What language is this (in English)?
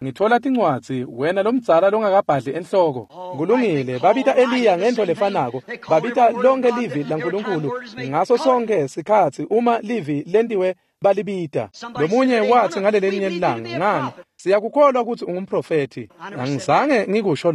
Swati